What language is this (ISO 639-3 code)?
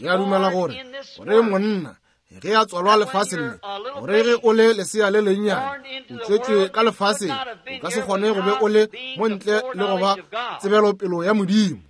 nso